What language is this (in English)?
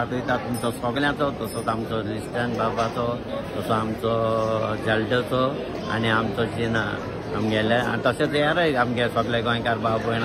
Konkani